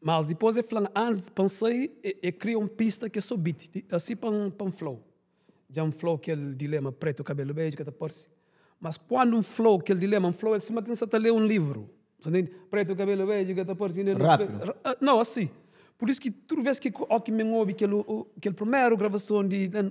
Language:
Kabuverdianu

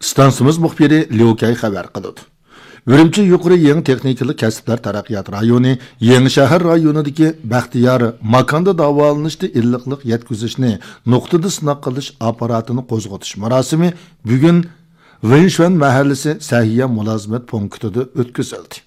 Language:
Uyghur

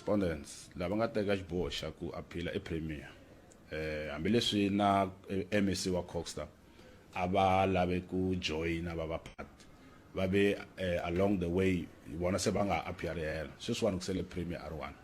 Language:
Tsonga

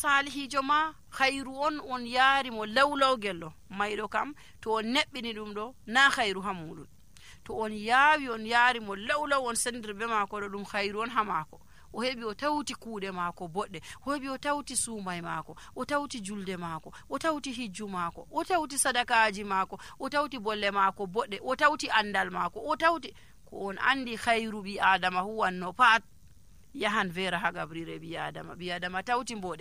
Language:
Nigerian Fulfulde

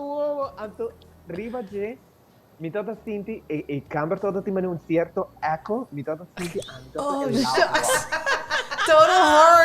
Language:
Papiamento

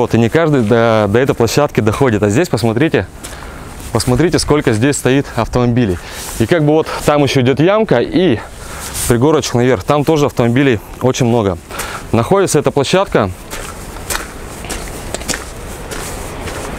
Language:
Russian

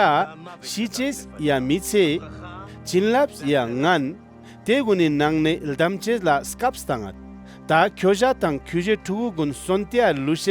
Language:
Ladakhi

